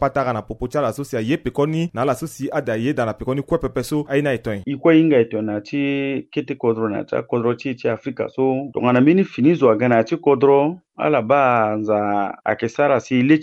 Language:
Sango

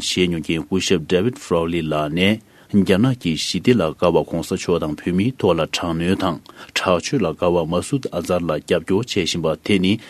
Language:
Tibetan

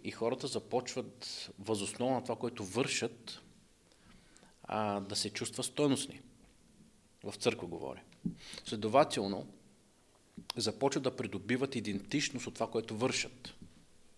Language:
Bulgarian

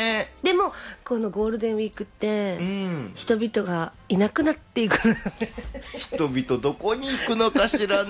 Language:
Japanese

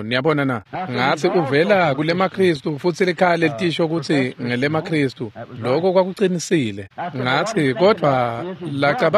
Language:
Swati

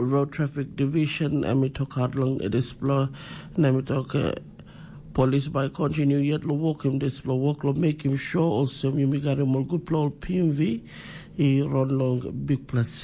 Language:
Tok Pisin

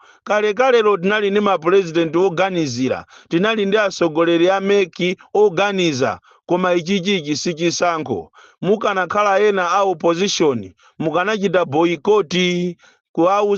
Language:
Nyanja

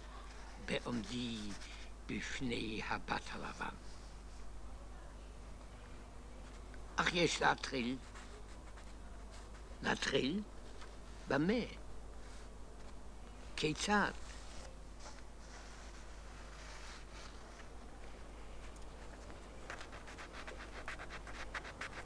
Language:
Hebrew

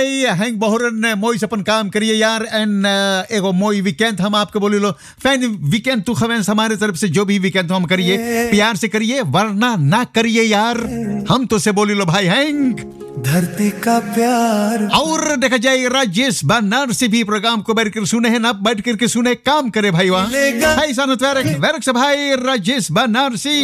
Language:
Bhojpuri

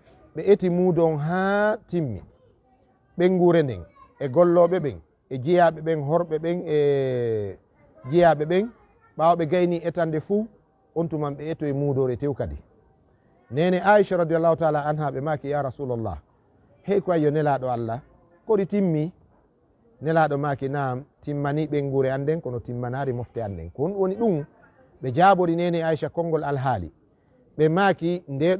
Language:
Fula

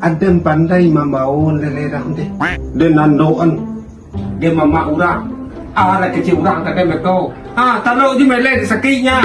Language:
Minangkabau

